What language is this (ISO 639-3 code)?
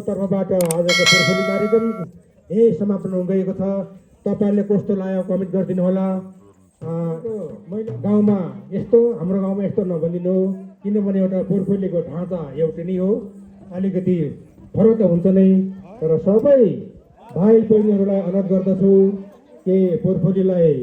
nep